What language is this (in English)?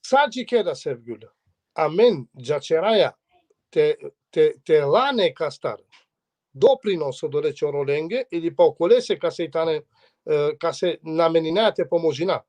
Balkan Romani